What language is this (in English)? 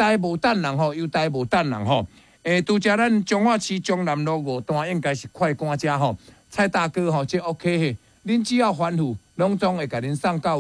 Min Nan Chinese